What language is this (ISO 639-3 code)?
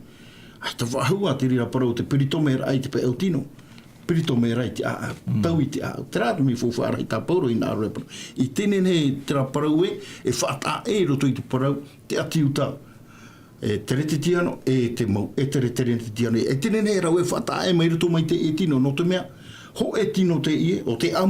tah